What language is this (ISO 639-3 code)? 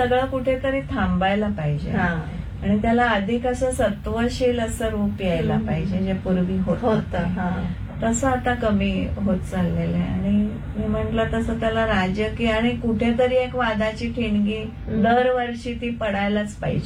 mar